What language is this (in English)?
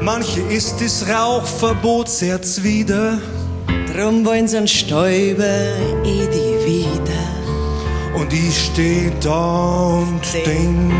Bavarian